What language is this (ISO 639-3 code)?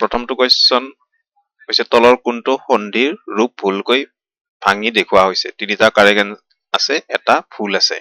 asm